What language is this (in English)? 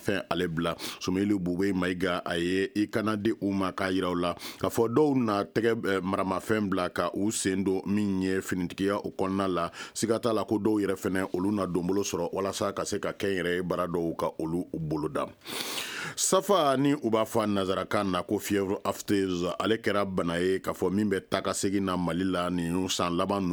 Bambara